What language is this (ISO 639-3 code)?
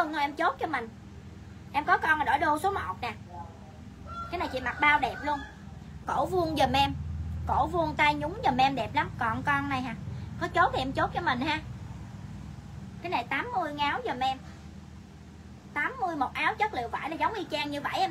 vie